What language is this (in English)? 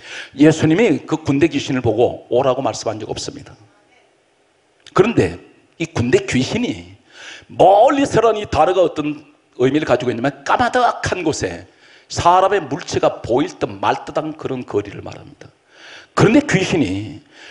Korean